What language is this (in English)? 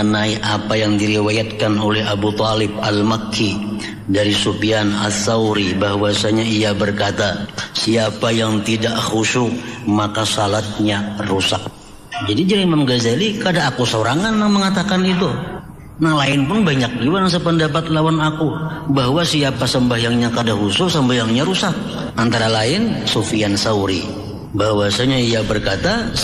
Banjar